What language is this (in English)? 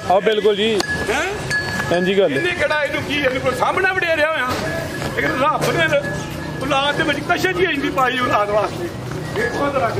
Punjabi